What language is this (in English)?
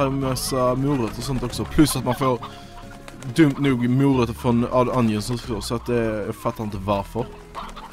Swedish